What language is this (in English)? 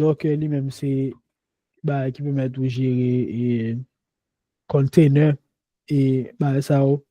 Haitian Creole